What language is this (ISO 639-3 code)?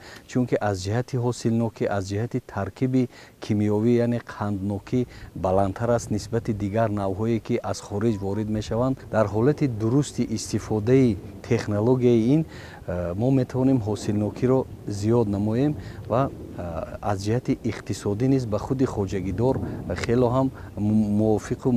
tgk